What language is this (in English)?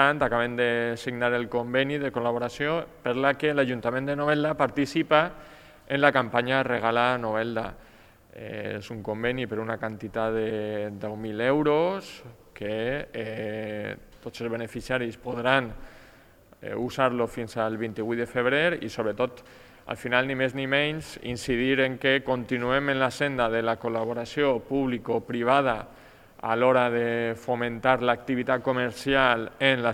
Catalan